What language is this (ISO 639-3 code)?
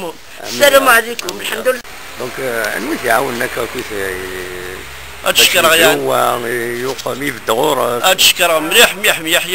kab